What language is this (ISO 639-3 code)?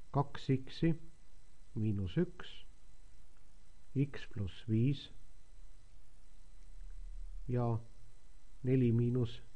est